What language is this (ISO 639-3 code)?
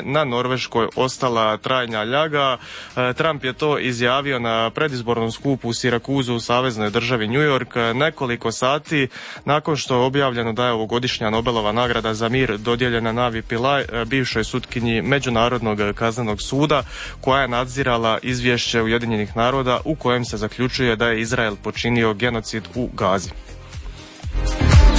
hrv